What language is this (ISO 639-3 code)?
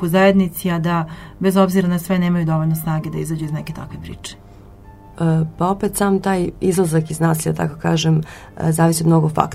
srp